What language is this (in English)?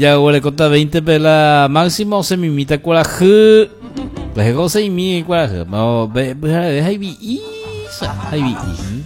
Guarani